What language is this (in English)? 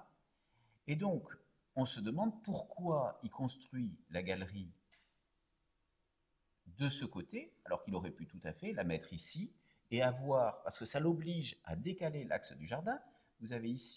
French